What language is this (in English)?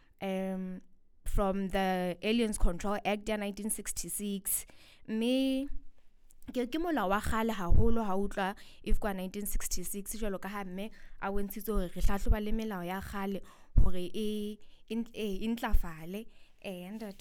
Southern Sotho